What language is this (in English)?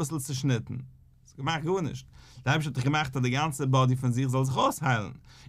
Yiddish